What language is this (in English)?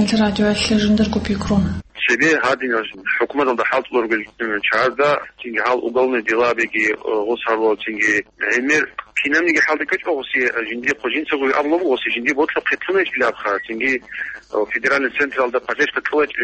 Avaric